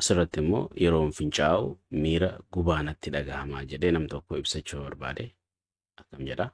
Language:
Oromo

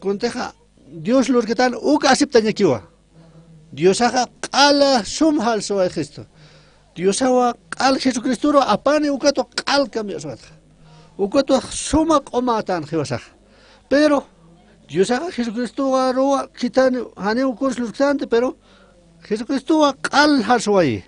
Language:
Aymara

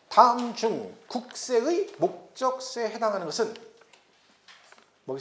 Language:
Korean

